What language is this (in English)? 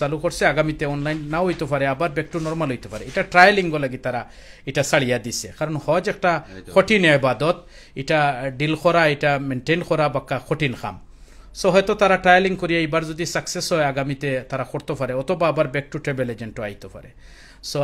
Sylheti